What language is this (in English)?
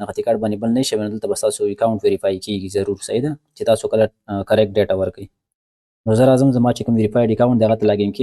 Pashto